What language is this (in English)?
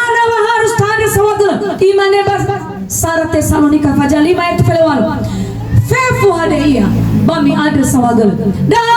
Nias